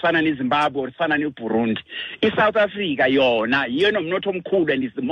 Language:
Xhosa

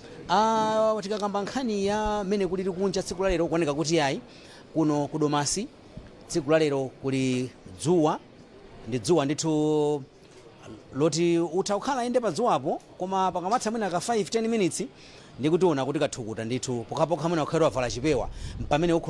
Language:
Nyanja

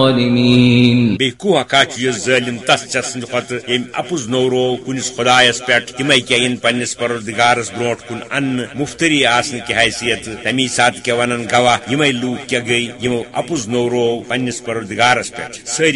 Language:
Kashmiri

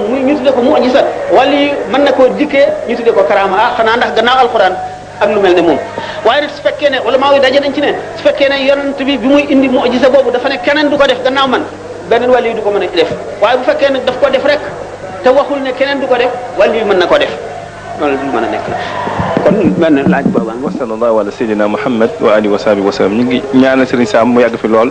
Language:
Wolof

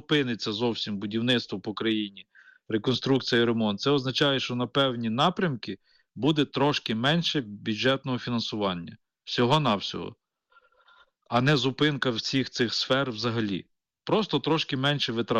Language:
Ukrainian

